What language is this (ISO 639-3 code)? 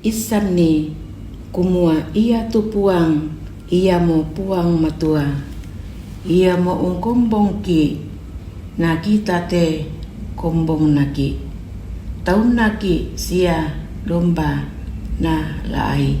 sda